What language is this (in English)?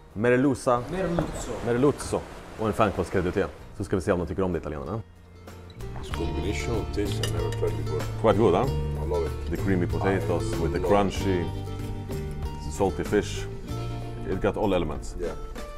Swedish